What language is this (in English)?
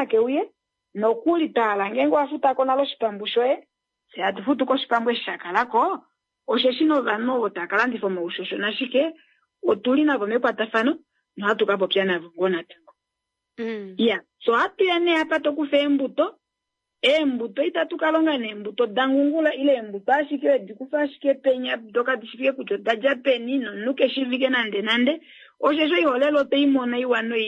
Kuanyama